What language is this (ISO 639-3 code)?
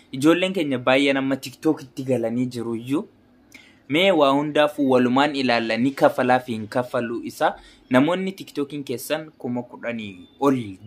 orm